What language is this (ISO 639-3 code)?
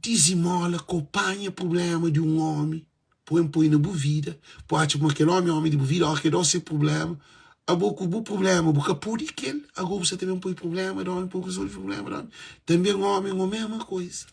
kea